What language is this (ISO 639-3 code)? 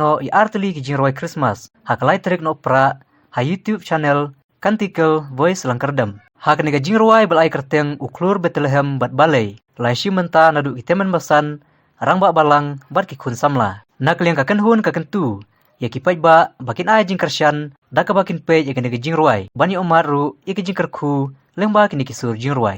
kha